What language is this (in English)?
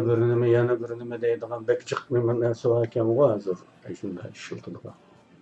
Uyghur